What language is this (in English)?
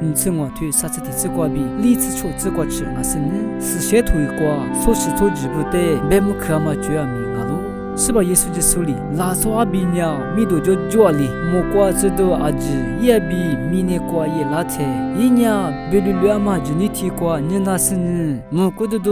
Lisu